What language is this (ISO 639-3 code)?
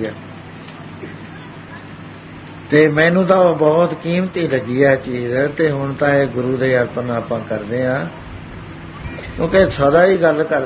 pan